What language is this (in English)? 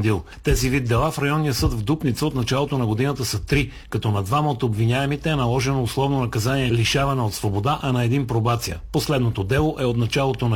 Bulgarian